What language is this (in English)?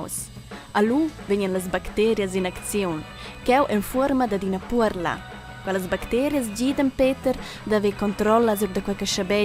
Romansh